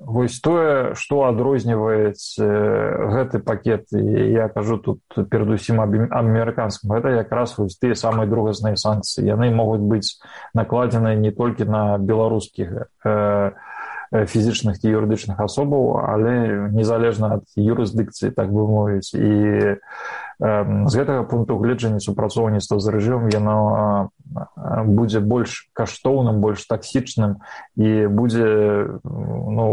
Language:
Belarusian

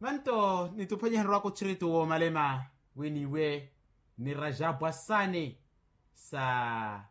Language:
Makhuwa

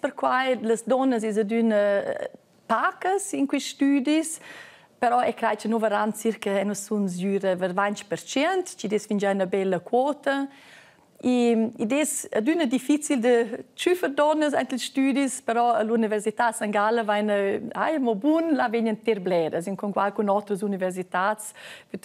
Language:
Romansh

